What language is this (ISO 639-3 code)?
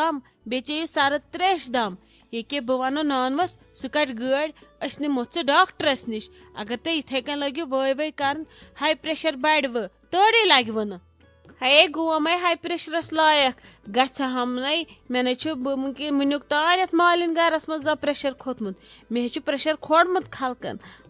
kas